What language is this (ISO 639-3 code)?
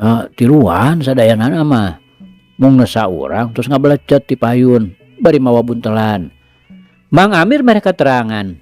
sun